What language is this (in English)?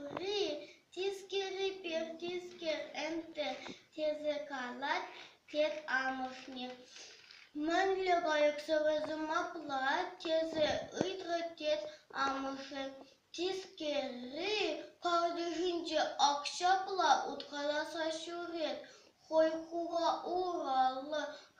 Chuvash